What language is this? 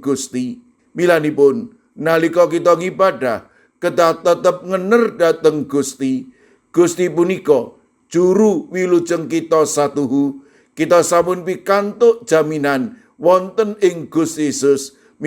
Javanese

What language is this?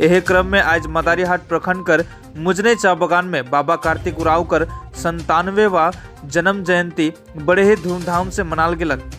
Sadri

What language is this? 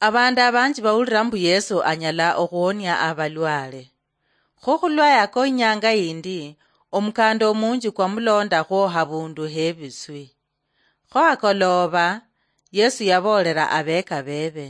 Luyia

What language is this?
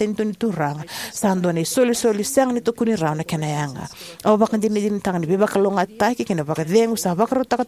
Fijian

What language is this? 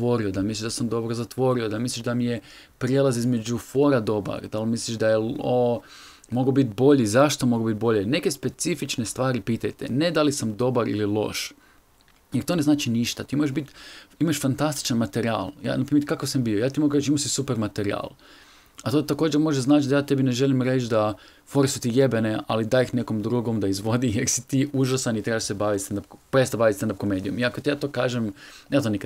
Croatian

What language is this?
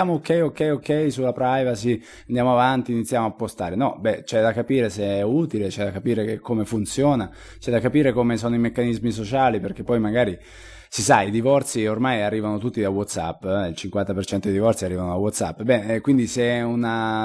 Italian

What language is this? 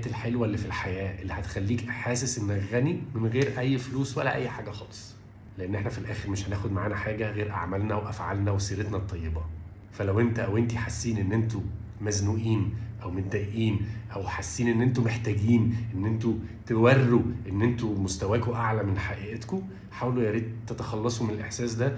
Egyptian Arabic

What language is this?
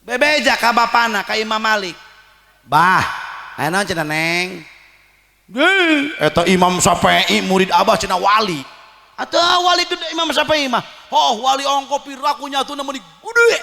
Sundanese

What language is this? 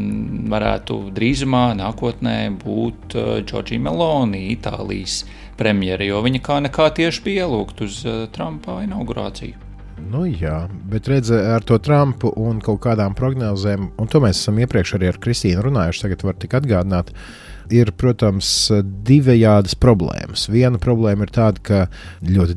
Latvian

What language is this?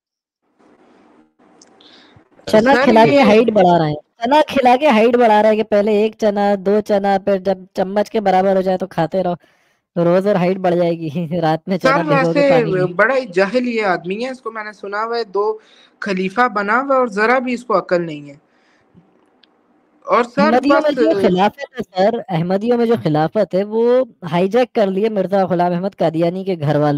Urdu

